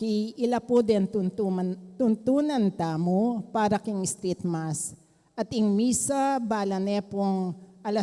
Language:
Pampanga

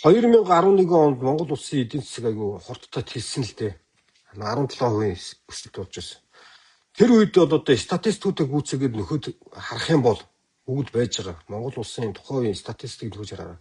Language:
Mongolian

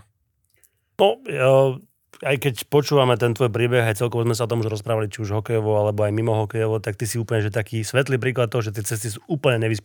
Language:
Slovak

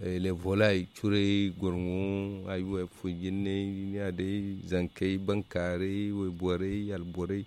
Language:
Zarma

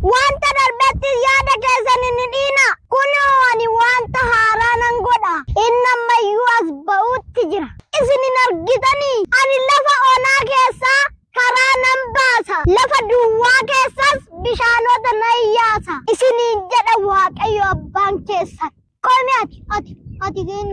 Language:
Oromo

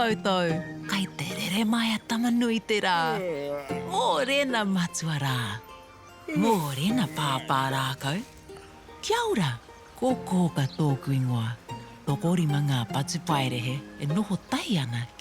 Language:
Māori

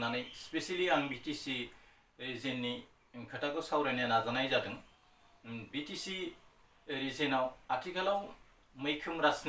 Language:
Bodo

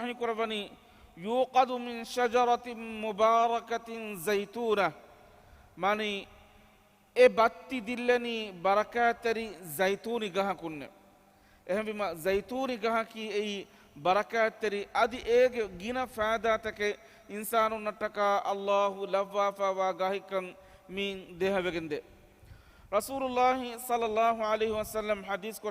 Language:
Divehi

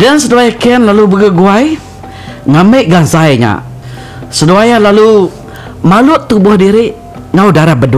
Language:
Iban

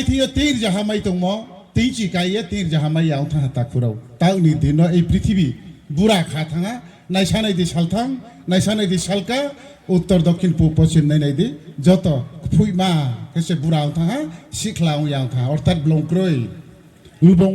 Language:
Riang (India)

